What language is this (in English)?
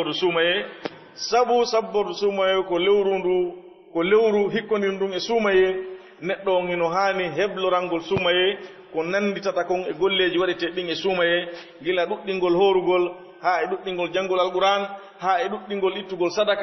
Fula